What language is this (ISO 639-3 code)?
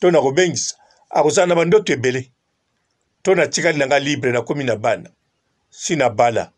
lin